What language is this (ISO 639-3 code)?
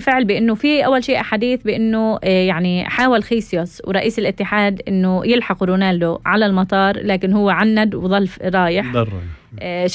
apc